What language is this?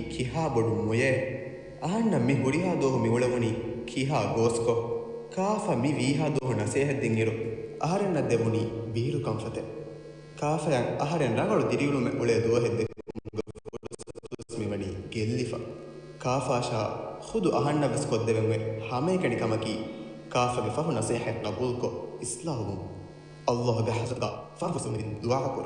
Divehi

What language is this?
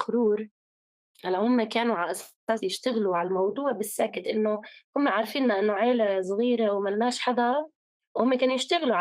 North Levantine Arabic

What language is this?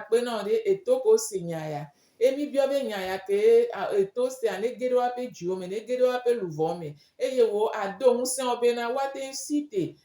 Gen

